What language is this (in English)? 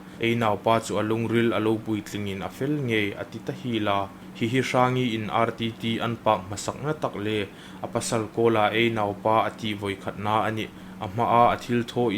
Hmar